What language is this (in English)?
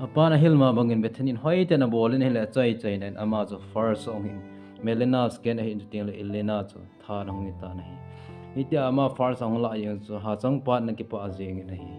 Thado Chin